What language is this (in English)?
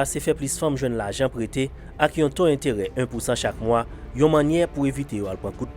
Haitian Creole